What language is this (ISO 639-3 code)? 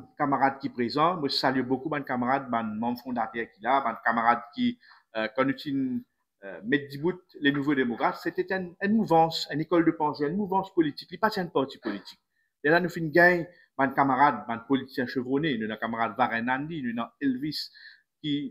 mfe